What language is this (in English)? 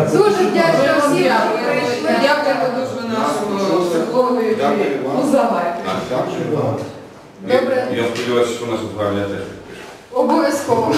Ukrainian